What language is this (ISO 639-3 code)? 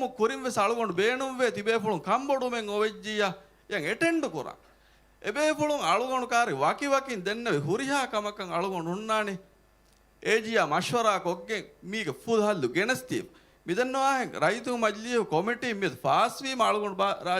div